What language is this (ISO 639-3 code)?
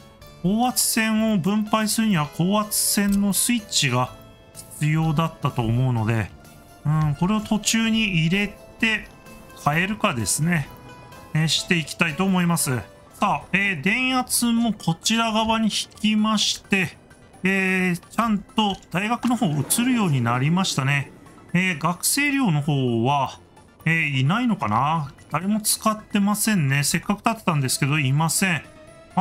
jpn